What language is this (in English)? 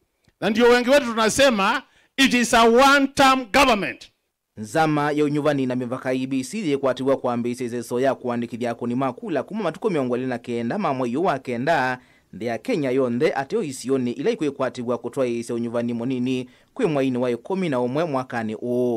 Kamba